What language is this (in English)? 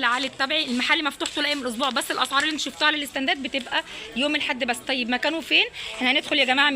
Egyptian Arabic